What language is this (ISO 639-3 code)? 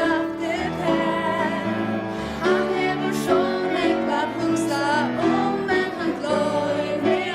fao